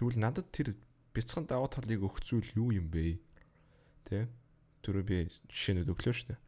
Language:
Mongolian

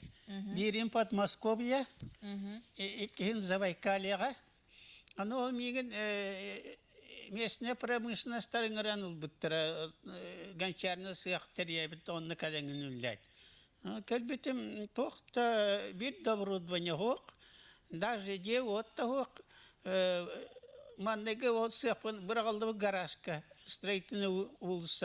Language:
Yakut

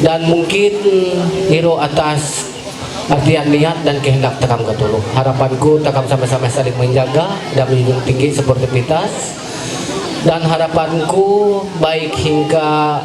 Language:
Ma'anyan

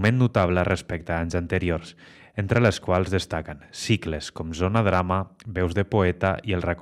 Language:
Catalan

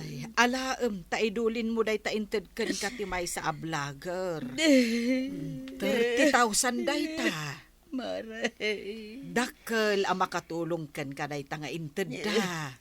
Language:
Iloko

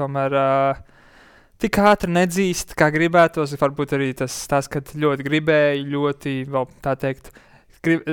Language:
Latvian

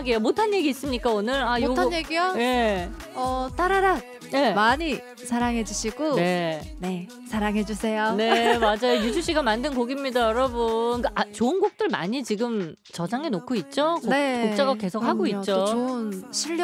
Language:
Korean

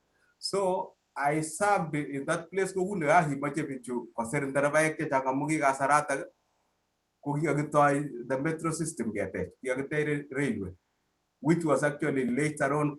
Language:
Kalenjin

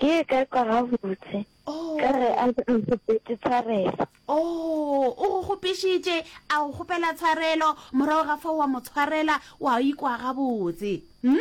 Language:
Northern Sotho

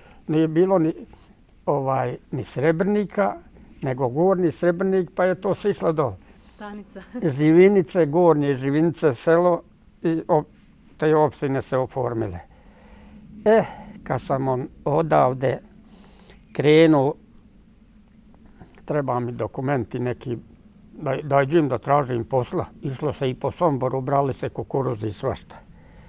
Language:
Bosnian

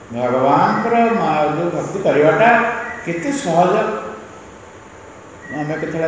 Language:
Odia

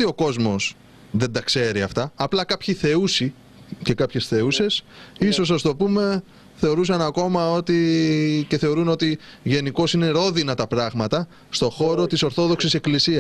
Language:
Greek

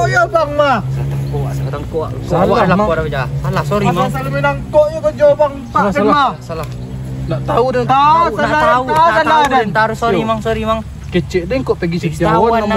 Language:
Minangkabau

